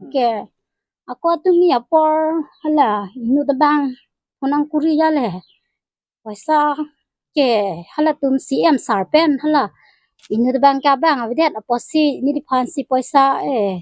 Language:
Karbi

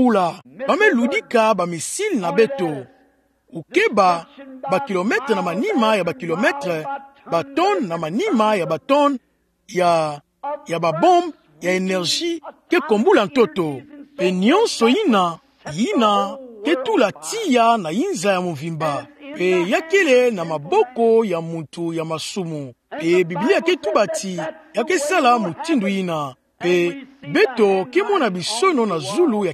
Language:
Kituba (Democratic Republic of Congo)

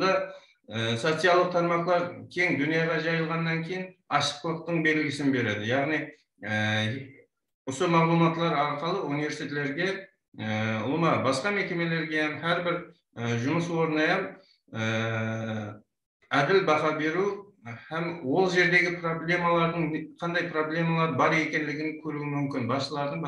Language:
Kara-Kalpak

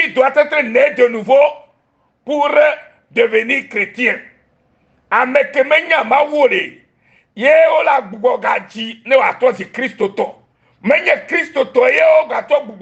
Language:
Ewe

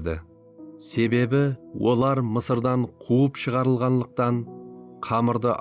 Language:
Kara-Kalpak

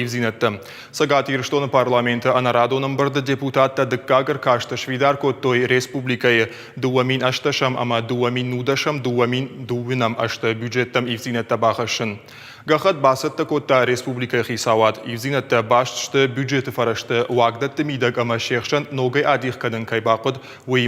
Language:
Ossetic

